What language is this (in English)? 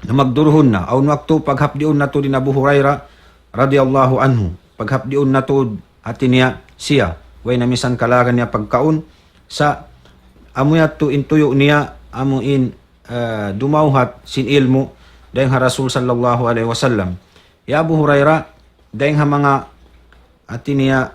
Tausug